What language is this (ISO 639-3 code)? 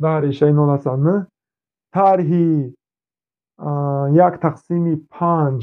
tgk